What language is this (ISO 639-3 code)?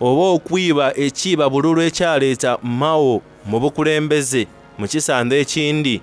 xog